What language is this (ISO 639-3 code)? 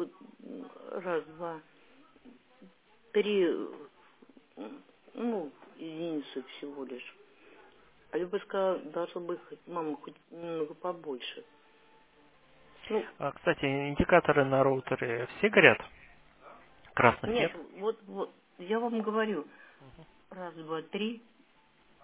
rus